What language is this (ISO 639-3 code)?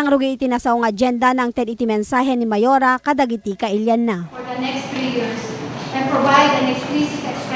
ilo